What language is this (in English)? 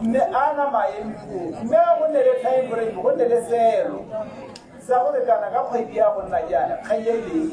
Tswana